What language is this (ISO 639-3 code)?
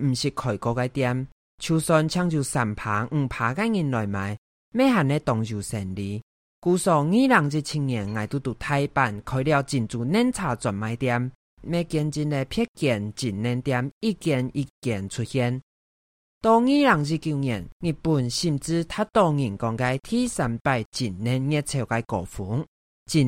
hak